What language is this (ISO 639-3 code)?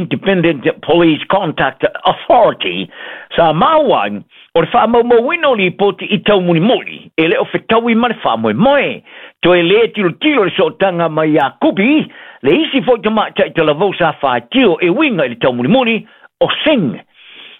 smo